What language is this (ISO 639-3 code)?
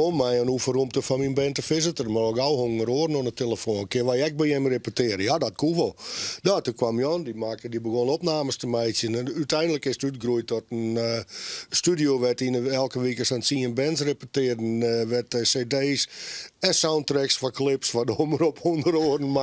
fry